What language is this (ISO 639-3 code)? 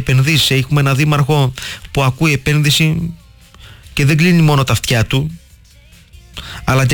ell